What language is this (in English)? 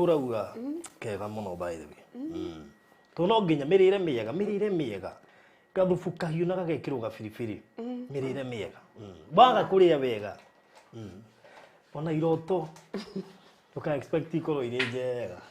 Kikuyu